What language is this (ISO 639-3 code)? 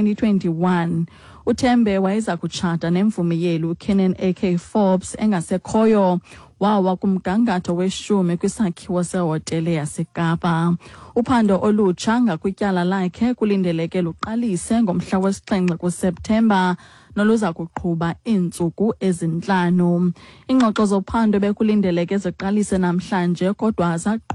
xho